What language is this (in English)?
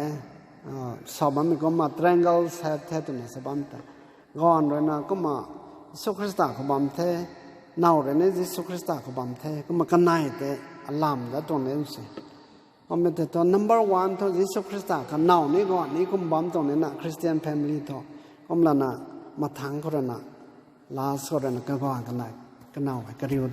Rongmei Naga